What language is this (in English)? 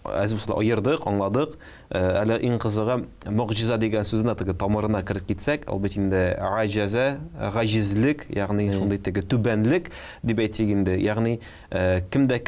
Tatar